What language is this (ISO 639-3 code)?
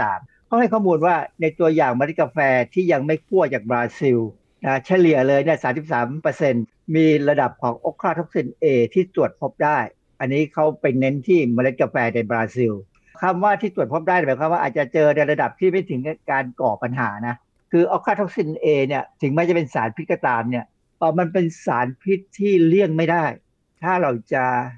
tha